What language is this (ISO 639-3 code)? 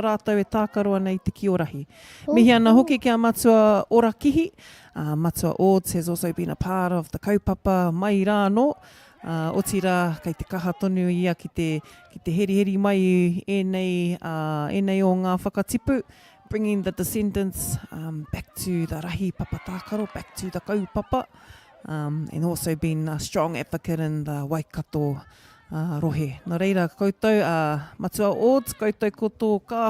mri